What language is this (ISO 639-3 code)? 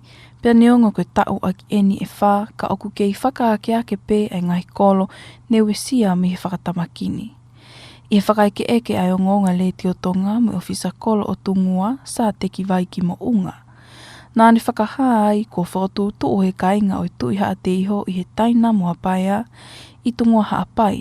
ton